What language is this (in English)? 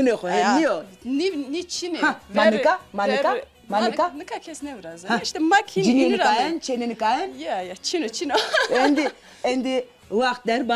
Zaza